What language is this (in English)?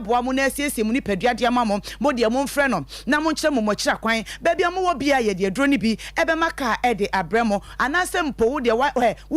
Akan